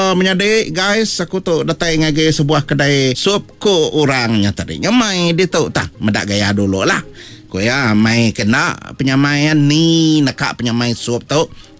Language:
Iban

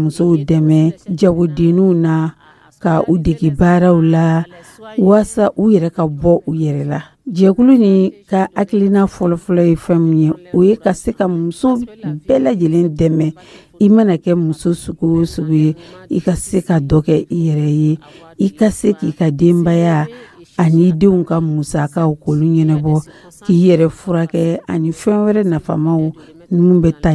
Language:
Dyula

